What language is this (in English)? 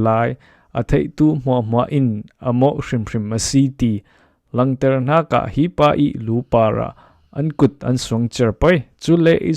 Falam Chin